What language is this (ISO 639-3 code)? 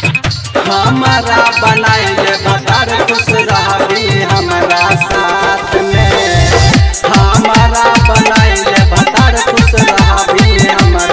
bho